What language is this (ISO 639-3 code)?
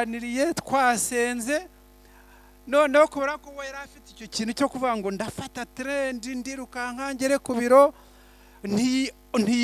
kin